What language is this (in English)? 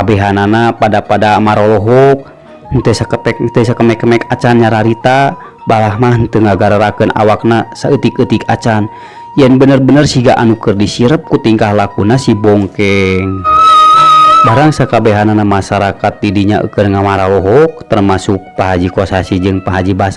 Sundanese